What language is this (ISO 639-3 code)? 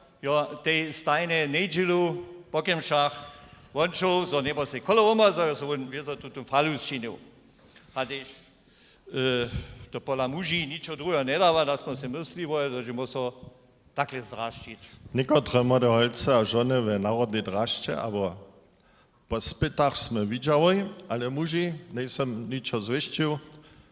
hsb